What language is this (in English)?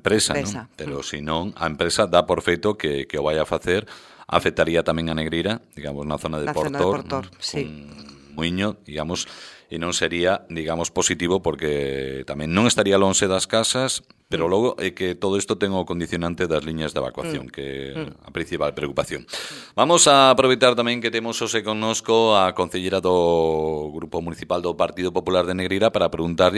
Galician